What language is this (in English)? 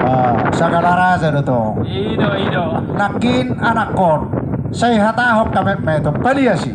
Batak Toba